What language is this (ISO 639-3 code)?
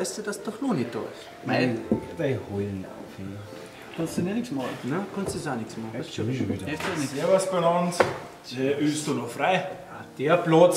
bar